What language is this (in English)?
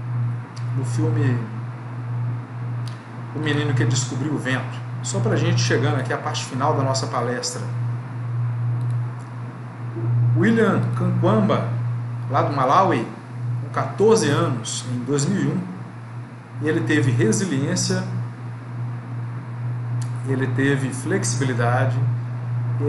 Portuguese